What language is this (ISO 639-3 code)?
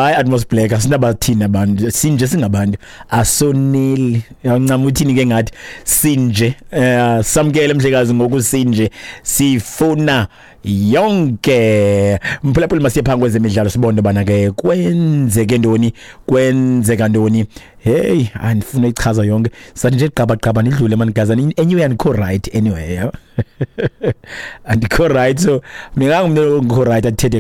xho